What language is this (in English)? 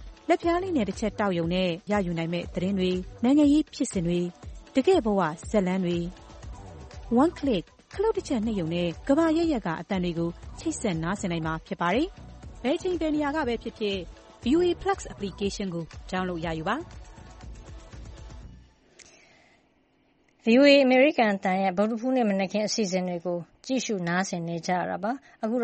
Burmese